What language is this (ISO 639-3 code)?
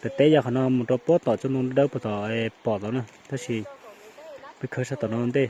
hmn